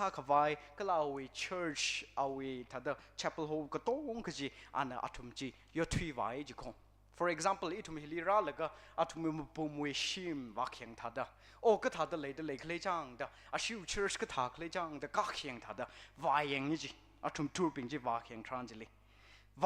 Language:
Tangkhul Naga (India)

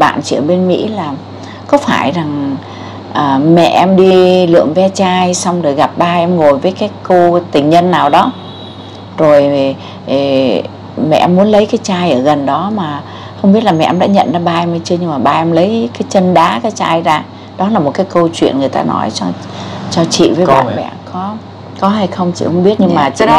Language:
Vietnamese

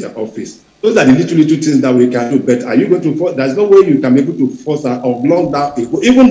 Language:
English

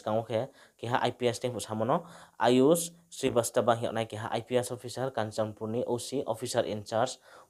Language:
Riang (India)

